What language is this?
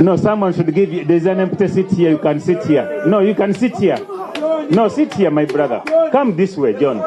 Nyankole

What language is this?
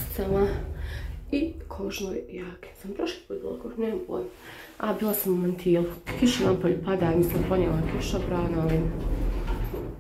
Croatian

